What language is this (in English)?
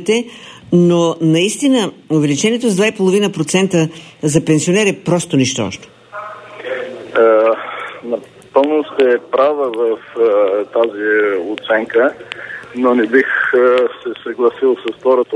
Bulgarian